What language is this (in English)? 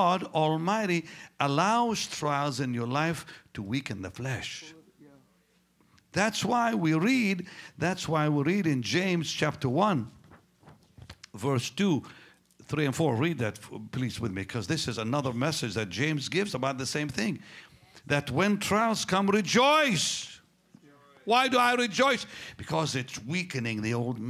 English